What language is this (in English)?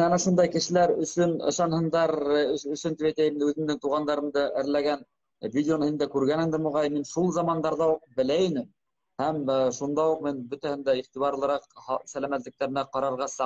Bashkir